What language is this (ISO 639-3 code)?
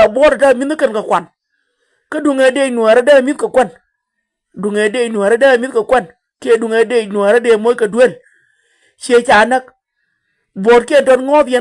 nus